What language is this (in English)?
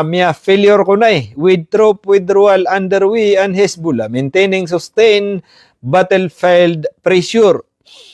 Maranao